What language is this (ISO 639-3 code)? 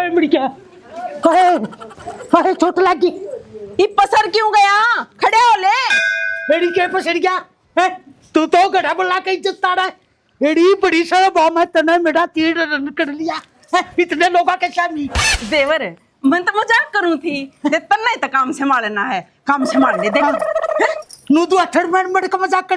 bgc